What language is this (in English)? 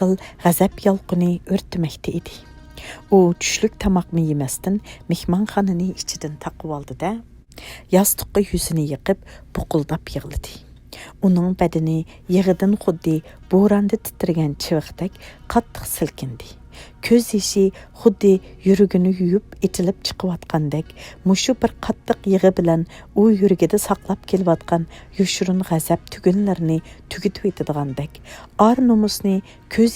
Uyghur